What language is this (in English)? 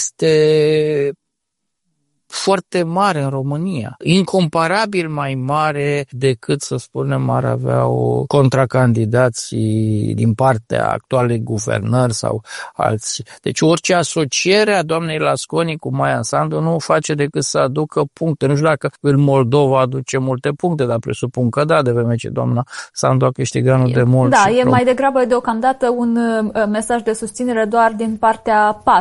Romanian